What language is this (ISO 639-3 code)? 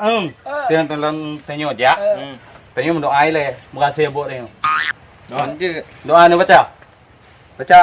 ace